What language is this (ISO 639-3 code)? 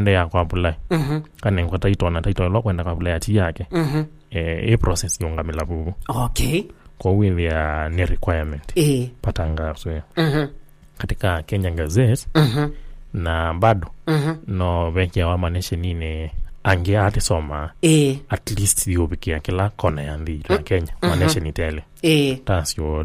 kam